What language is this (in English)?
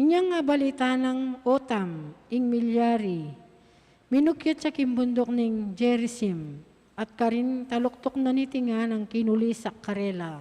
Pampanga